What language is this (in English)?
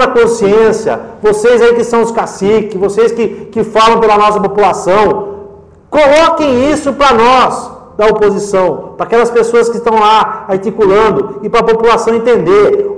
Portuguese